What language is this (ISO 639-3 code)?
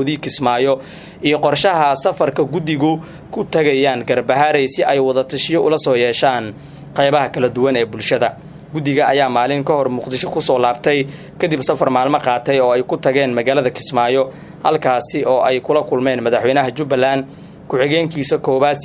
som